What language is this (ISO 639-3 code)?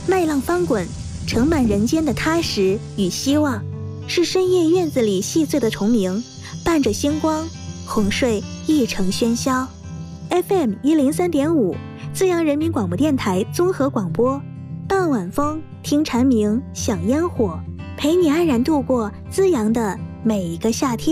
zho